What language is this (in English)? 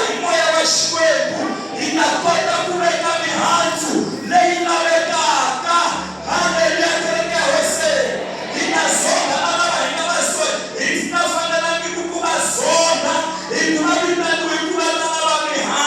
Tsonga